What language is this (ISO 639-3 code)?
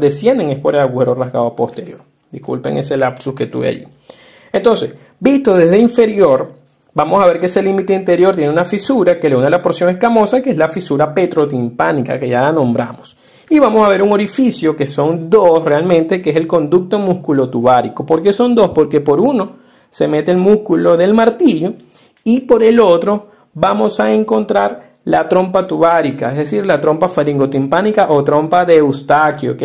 spa